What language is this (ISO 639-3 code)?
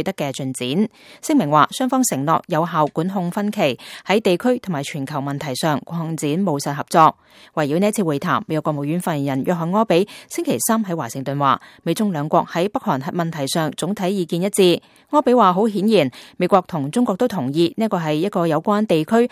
yue